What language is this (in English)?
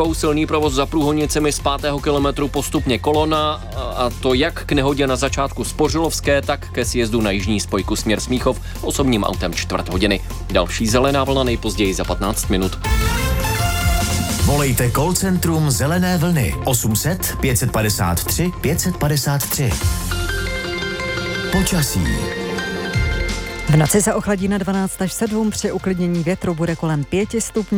Czech